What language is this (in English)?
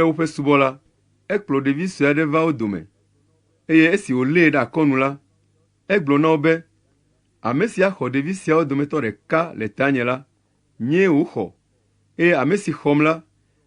Ewe